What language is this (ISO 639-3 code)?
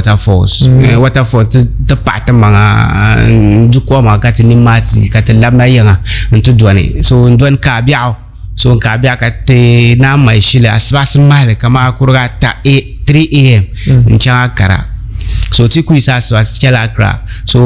dag